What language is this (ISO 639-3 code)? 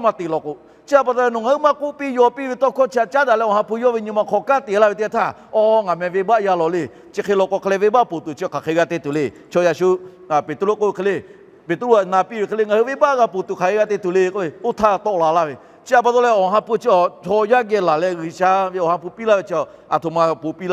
lhu